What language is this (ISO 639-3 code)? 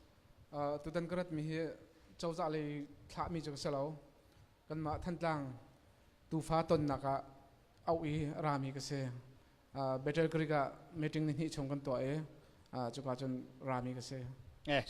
cnh